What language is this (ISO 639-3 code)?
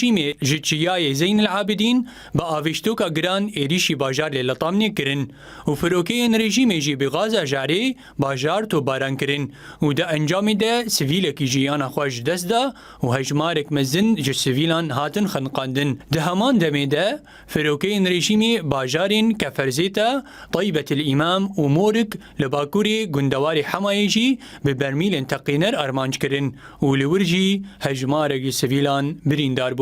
kur